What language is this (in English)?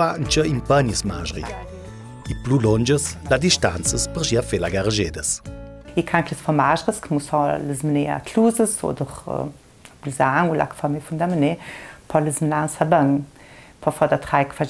Ladin